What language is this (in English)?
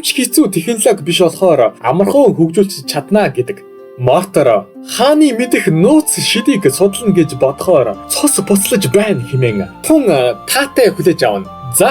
Mongolian